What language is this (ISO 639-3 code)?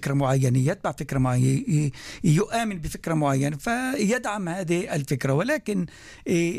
apc